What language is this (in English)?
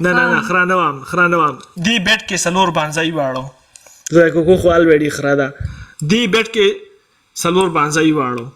Pashto